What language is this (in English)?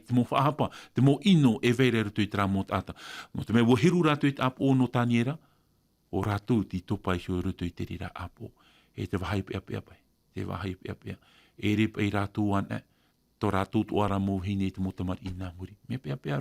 Tahitian